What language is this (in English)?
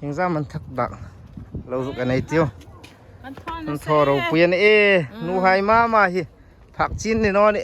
Hmar